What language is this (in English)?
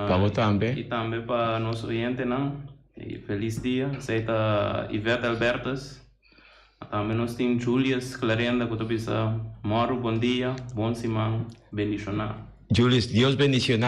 Papiamento